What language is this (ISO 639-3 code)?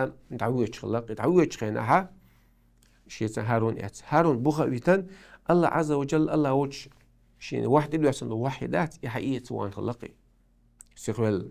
che